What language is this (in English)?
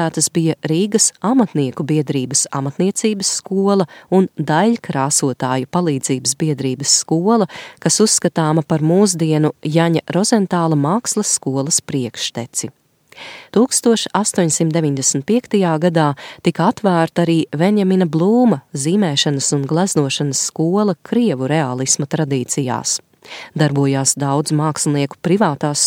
Latvian